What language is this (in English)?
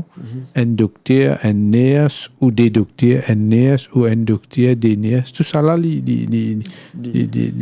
Morisyen